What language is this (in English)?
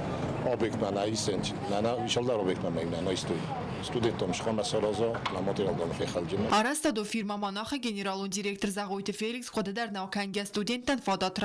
Ossetic